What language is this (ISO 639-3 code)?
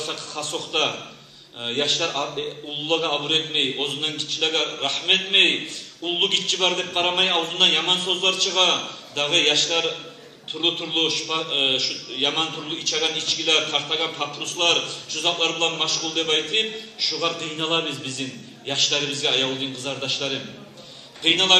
kum